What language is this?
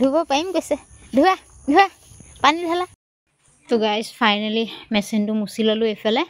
Assamese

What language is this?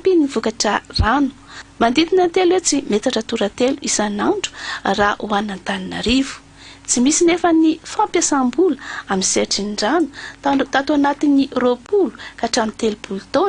Malagasy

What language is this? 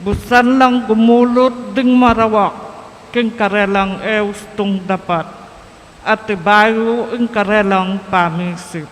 Pampanga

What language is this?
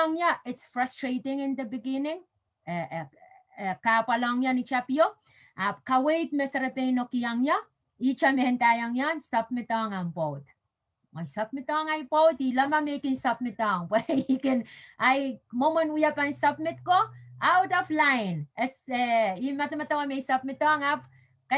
Pohnpeian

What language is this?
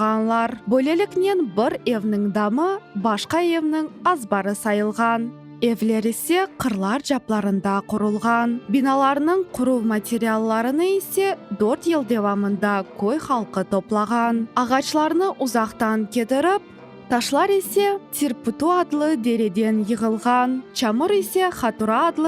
Crimean Tatar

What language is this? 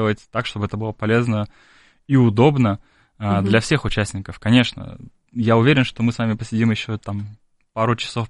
Russian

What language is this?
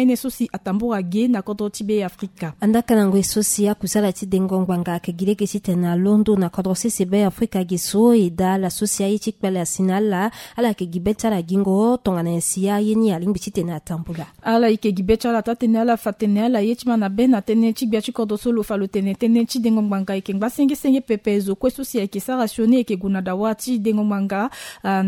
Sango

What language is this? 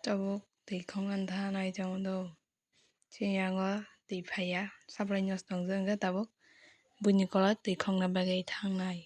Kok Borok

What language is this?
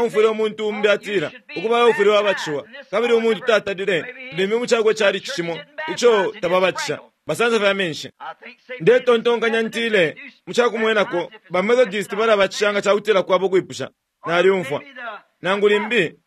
Bemba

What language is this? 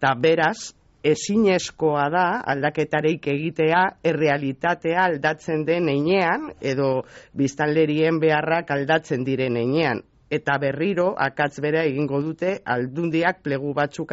Basque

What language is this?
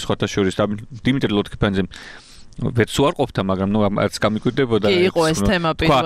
Georgian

